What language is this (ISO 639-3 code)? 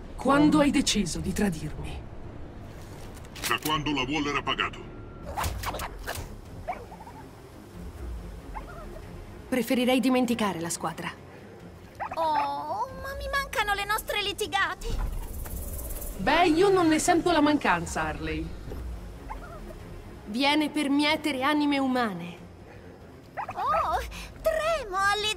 ita